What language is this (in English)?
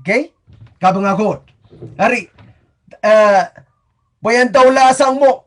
Pohnpeian